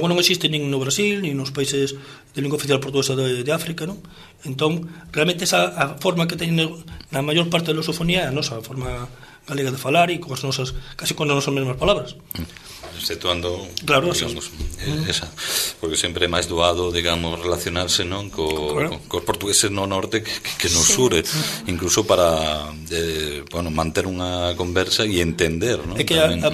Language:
Galician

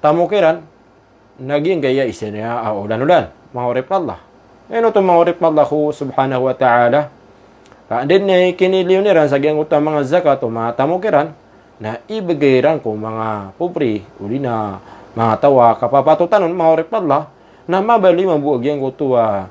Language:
Maranao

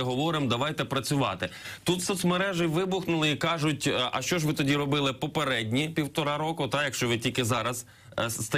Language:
Ukrainian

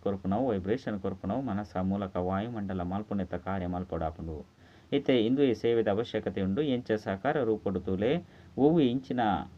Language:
Tulu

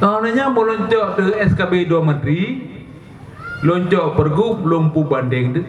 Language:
Achinese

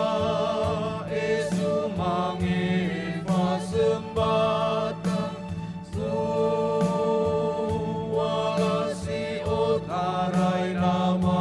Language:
Nias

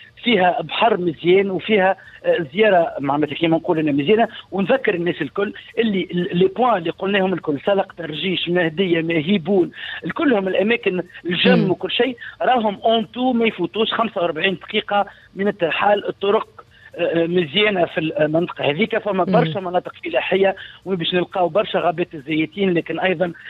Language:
Tunisian Arabic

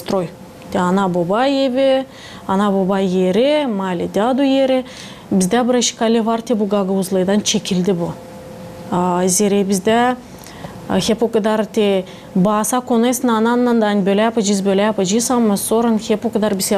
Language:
Gagauz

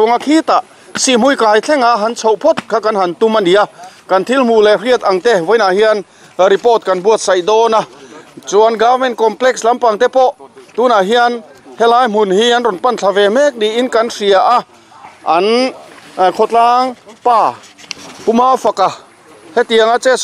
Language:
Mizo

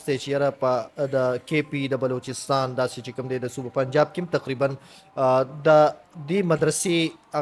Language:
Pashto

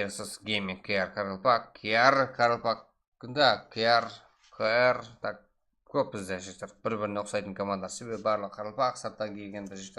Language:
Kara-Kalpak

